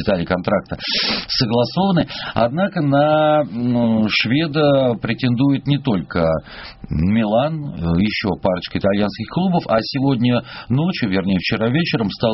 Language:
Russian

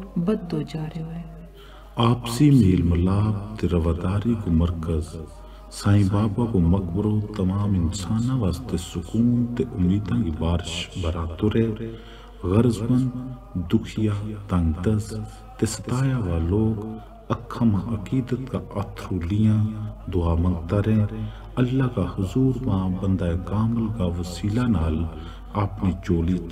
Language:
Gujari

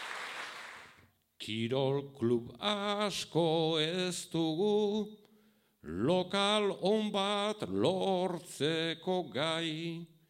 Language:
Basque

